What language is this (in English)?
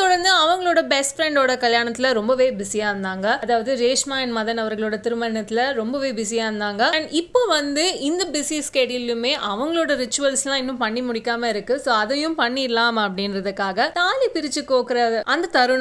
Tamil